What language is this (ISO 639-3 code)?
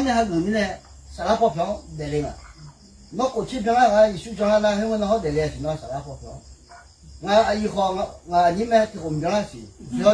ahk